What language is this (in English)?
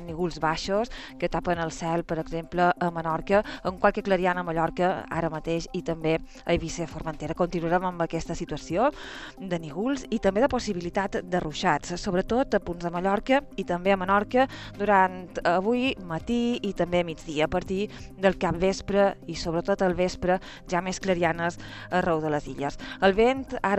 Catalan